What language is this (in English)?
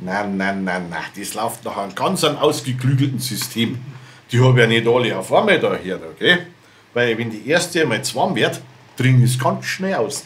Bavarian